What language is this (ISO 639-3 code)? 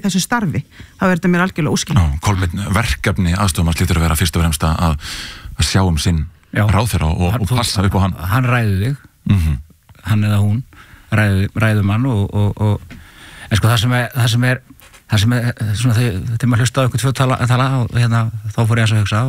isl